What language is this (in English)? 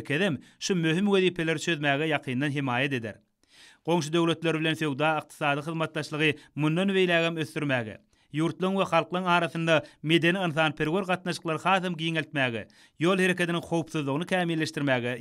Turkmen